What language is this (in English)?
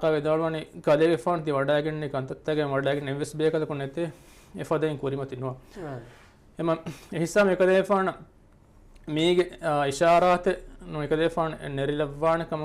Divehi